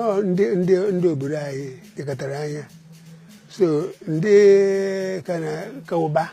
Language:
Igbo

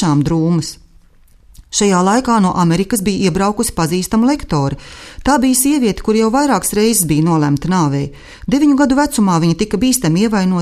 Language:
Latvian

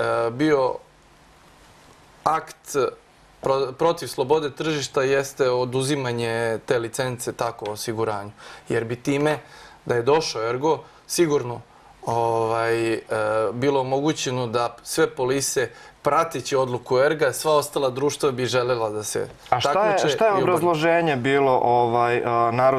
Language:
Serbian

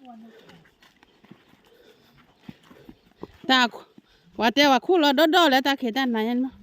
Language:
S'gaw Karen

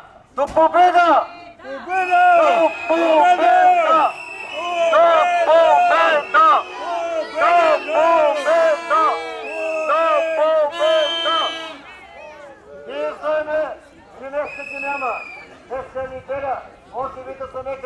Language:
Bulgarian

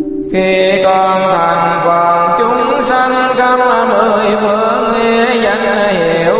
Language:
Vietnamese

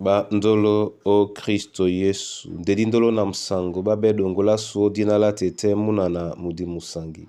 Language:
Duala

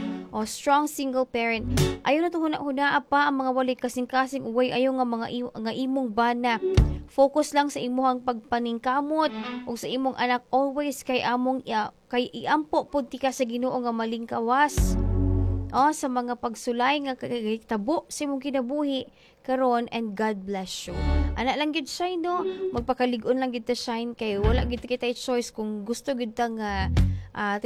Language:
Cebuano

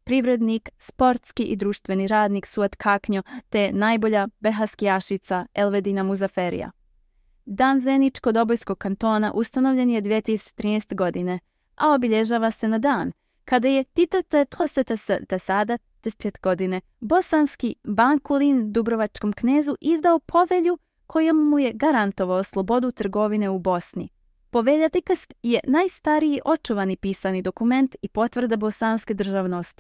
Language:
Bosnian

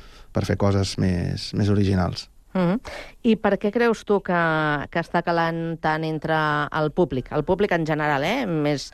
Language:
Catalan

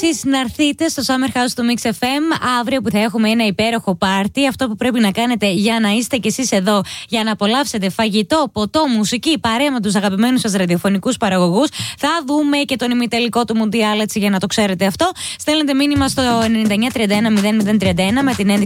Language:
Greek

